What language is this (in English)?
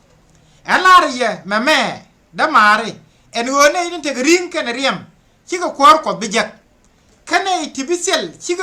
Nuer